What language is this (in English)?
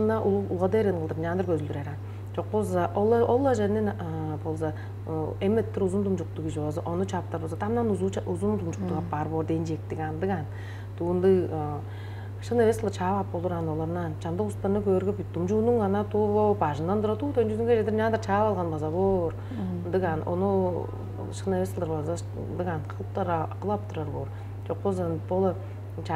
Tuvinian